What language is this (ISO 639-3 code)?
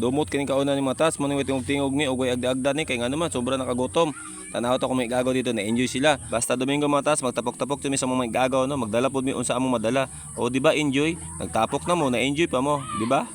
ceb